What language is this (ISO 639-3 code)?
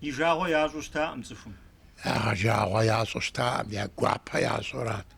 kbd